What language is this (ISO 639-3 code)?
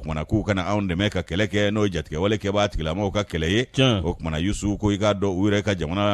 bam